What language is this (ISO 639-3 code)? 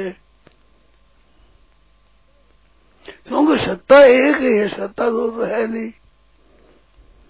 hin